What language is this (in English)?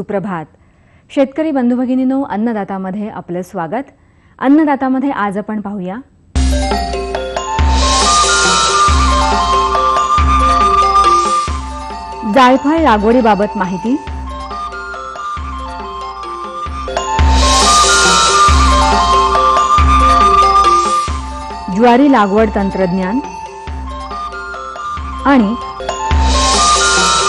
Marathi